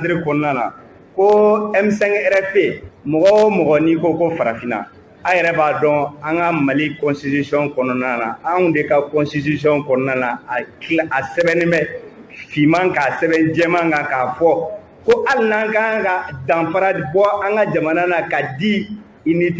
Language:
Bambara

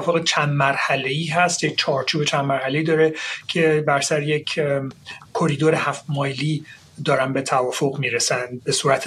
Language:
Persian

